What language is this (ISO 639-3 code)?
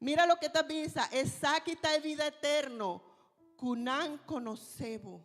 pap